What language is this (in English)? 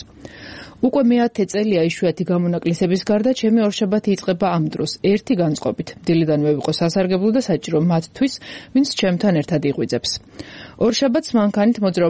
Georgian